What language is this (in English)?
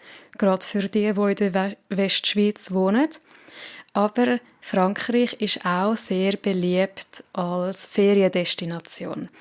Swiss German